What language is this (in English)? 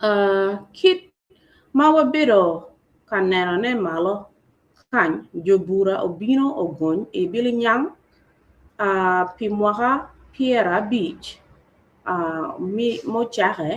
Acoli